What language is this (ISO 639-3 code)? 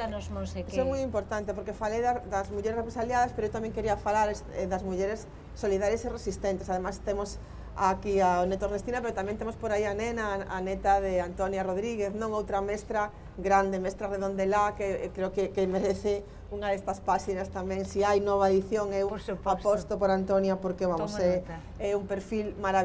glg